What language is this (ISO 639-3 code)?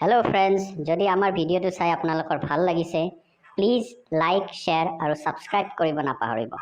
asm